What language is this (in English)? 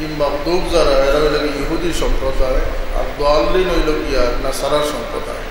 Sylheti